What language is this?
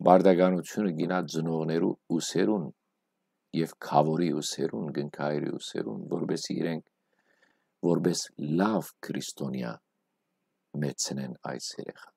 Western Armenian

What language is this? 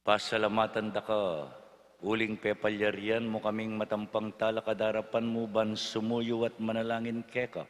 Pampanga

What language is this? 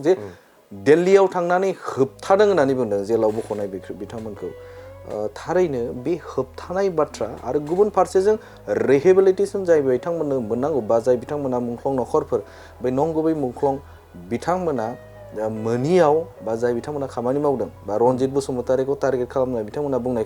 Bodo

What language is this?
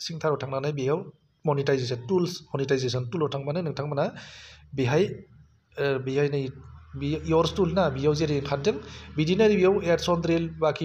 Bodo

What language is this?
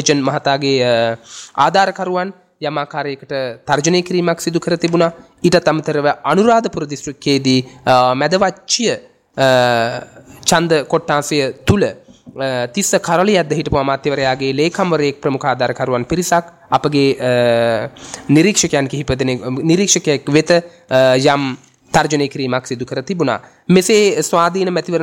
Sinhala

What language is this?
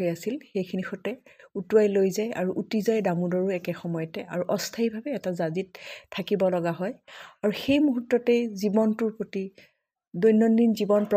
Assamese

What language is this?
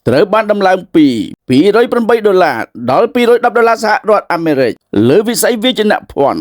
Khmer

